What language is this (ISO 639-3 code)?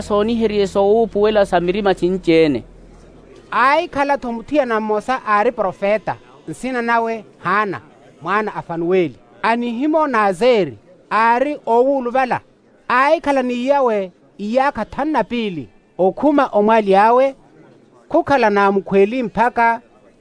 vmw